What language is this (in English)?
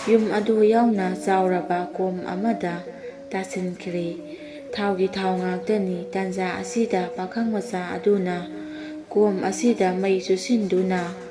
Manipuri